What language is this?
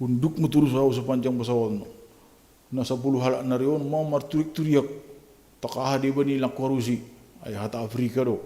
Batak Simalungun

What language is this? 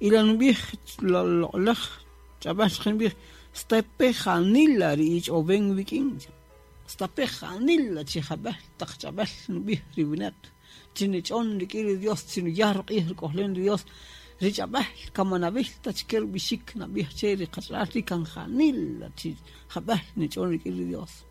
Kaqchikel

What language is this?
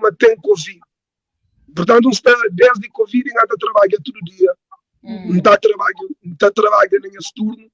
Kabuverdianu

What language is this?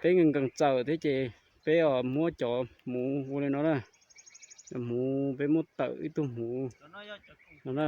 Hmong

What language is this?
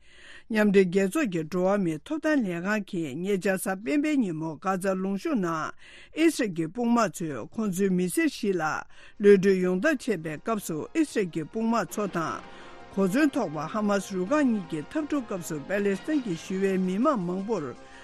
Tibetan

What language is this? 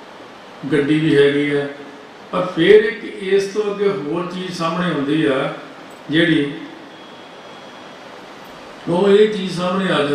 Punjabi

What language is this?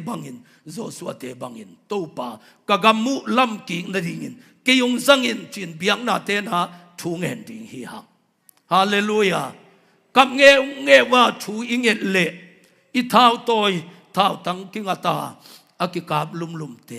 Tedim Chin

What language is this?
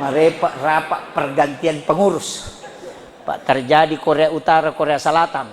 Buginese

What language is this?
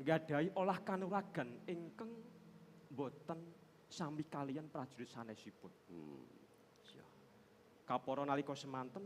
Javanese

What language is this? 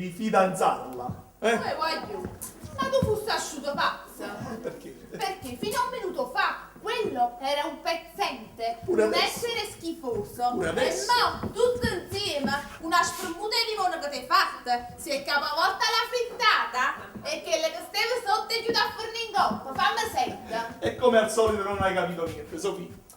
Neapolitan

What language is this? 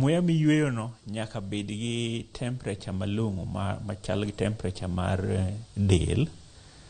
Luo (Kenya and Tanzania)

